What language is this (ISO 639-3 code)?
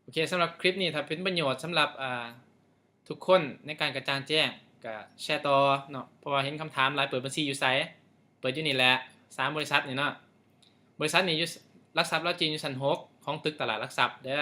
lao